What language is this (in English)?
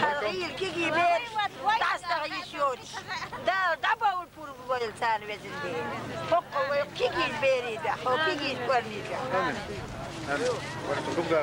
Chechen